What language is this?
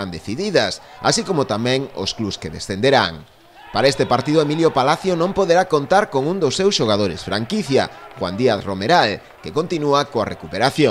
Galician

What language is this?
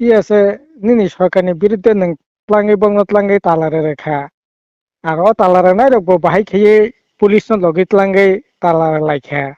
Kok Borok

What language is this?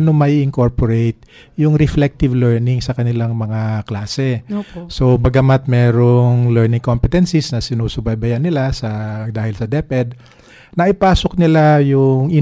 Filipino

